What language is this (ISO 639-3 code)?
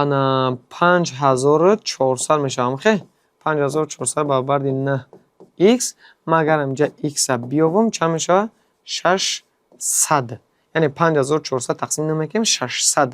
tgk